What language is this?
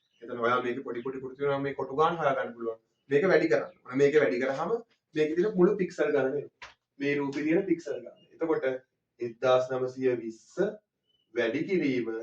Sinhala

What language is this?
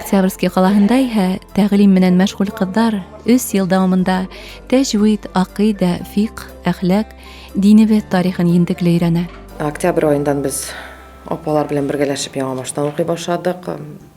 Bashkir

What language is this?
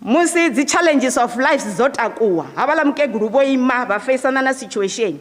Venda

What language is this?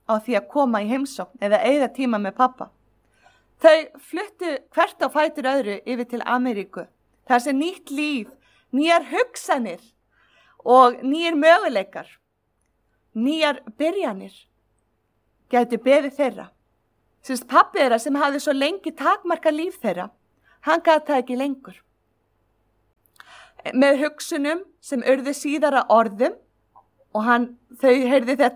Icelandic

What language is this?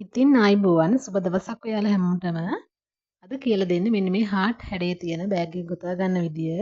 Sinhala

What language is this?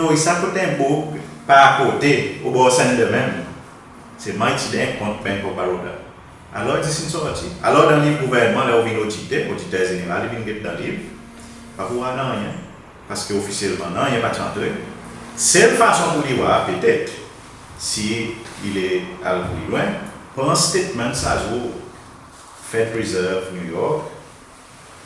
Seselwa Creole French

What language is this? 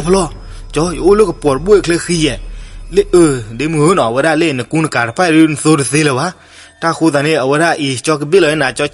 S'gaw Karen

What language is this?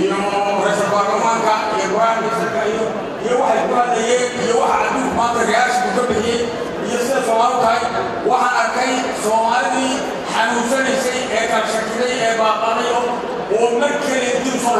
Somali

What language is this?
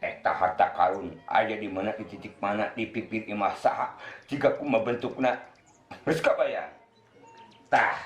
Sundanese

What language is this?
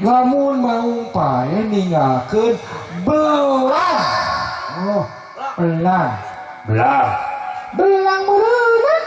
Sundanese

